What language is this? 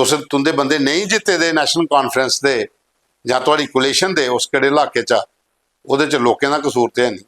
Dogri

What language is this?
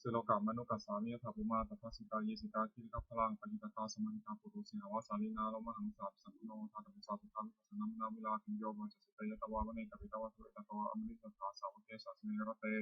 Pali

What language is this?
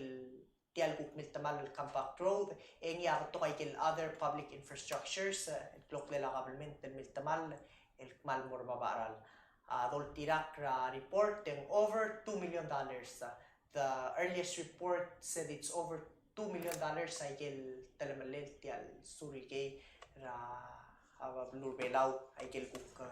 Palauan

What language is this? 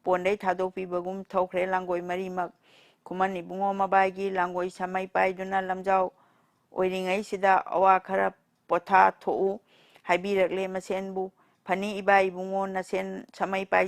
Manipuri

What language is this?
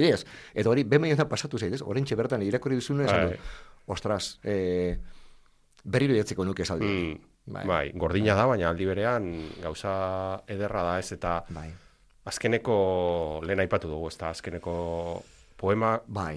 Basque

